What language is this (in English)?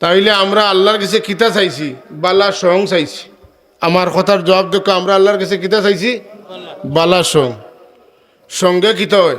Sylheti